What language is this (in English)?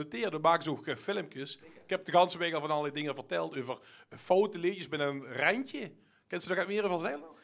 Limburgish